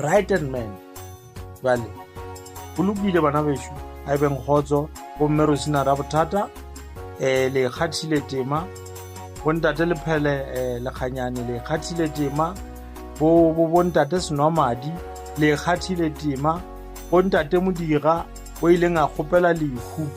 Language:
Northern Sotho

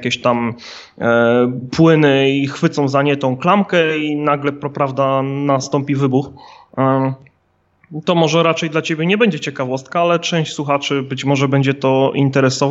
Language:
Polish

